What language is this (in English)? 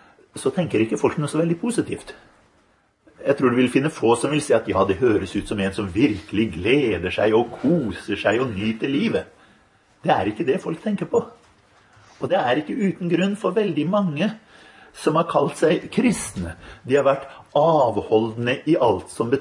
Norwegian